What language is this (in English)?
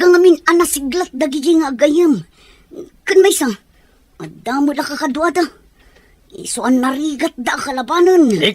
Iloko